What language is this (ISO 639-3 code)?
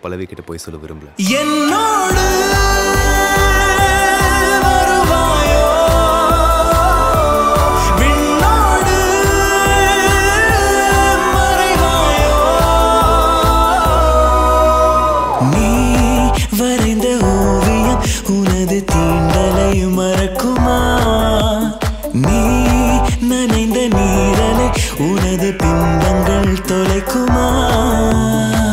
tam